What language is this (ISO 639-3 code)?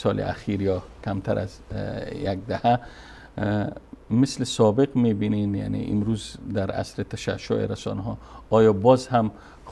fas